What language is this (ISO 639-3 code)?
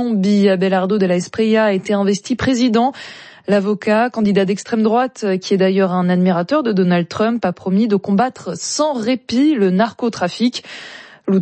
fra